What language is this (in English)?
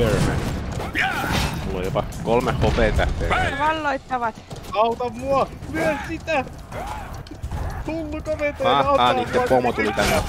Finnish